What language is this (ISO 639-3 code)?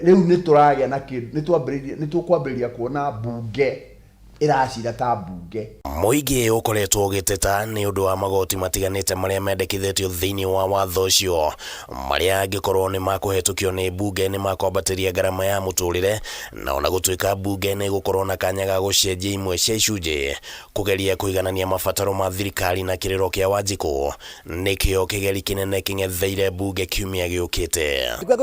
kik